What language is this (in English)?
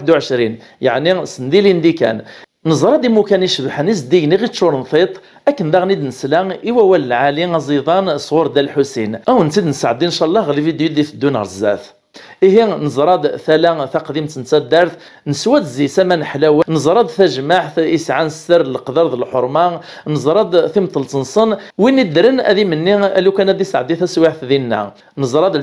Kabyle